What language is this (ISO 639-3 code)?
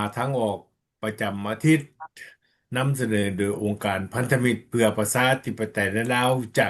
lao